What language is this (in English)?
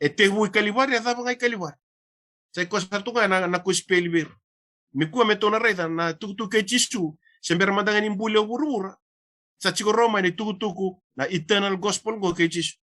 Fijian